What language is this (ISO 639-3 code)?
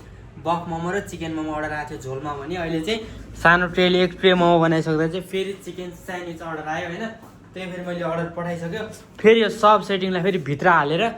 nep